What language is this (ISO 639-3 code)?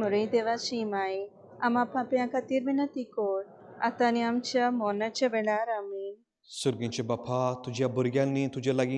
kok